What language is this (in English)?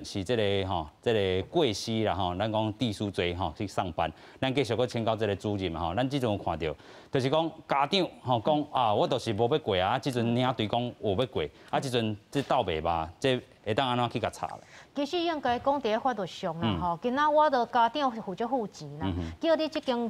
Min Nan Chinese